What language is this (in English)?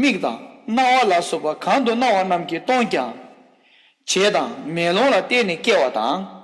Tibetan